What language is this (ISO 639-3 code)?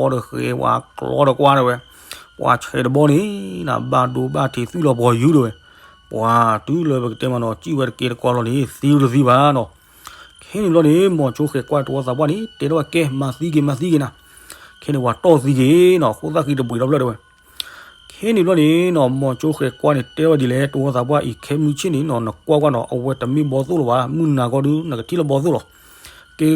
ksw